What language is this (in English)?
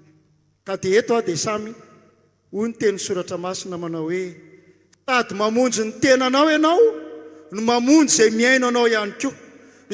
Malagasy